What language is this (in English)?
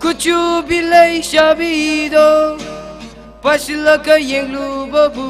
Tangkhul Naga (India)